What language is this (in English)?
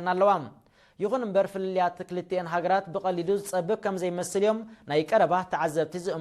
Tigrinya